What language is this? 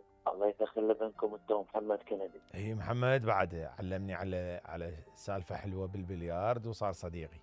Mesopotamian Arabic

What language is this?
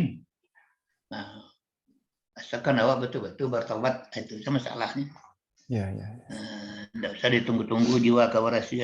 Minangkabau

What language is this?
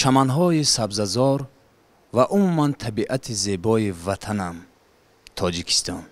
Tajik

